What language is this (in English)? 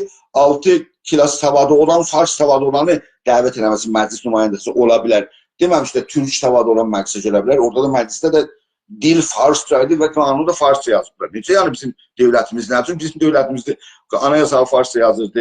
South Azerbaijani